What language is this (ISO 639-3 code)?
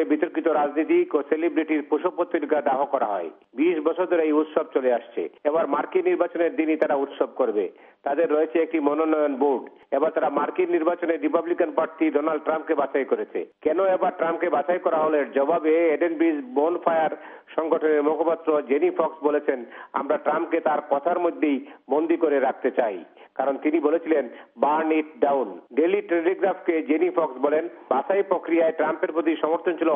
ben